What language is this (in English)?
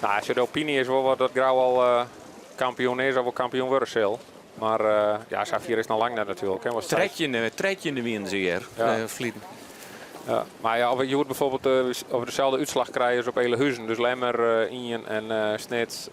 Western Frisian